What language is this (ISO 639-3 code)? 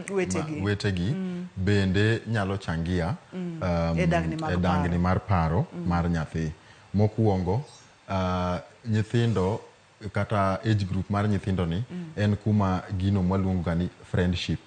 luo